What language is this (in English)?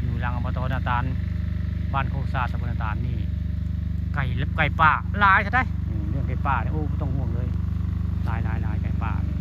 Northeastern Thai